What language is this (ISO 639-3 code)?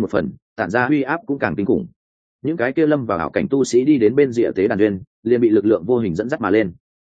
vie